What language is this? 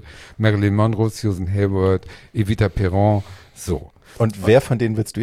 German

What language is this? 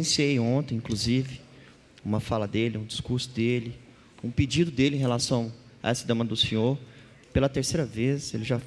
Portuguese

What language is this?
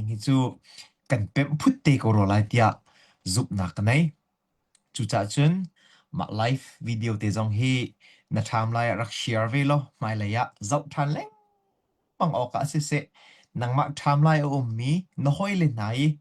Hakha Chin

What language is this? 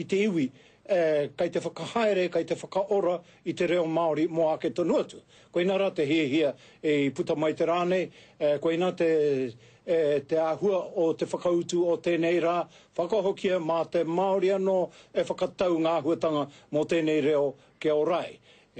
Māori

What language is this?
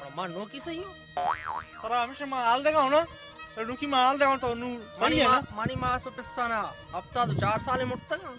Baluchi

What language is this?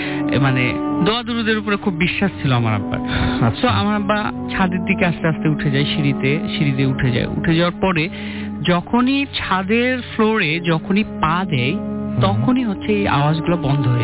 Bangla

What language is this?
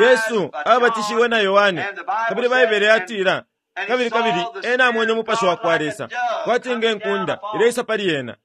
Bemba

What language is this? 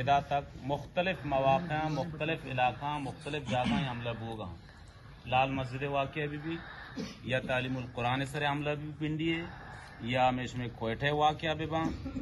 Eastern Balochi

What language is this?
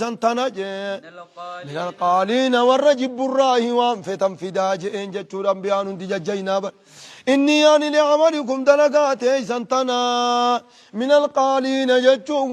Oromo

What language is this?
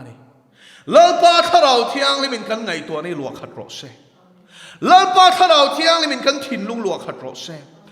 Mizo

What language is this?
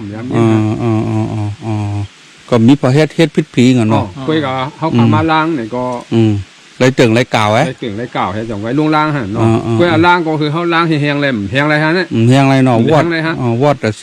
Shan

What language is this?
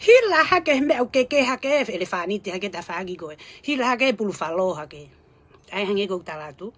Tongan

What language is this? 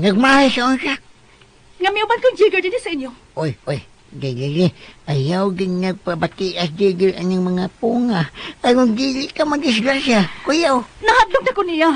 Cebuano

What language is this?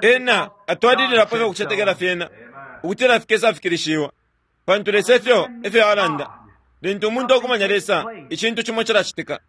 Bemba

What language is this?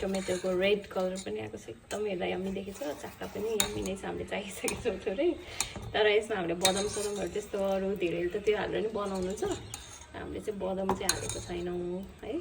Nepali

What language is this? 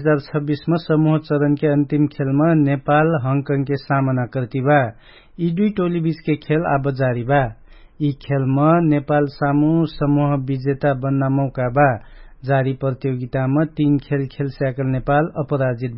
Dangaura Tharu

